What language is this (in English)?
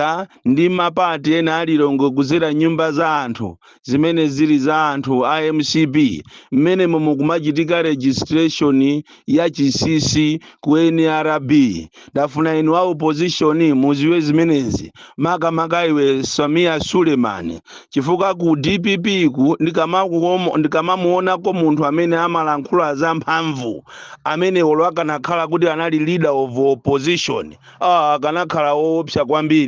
Nyanja